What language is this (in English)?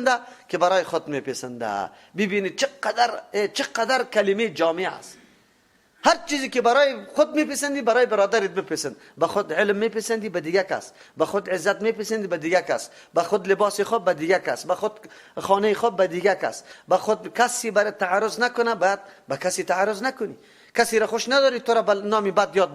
Persian